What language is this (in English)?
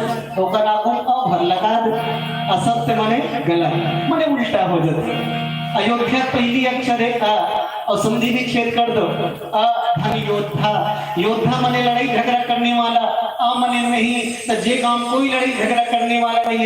Chhattisgarhi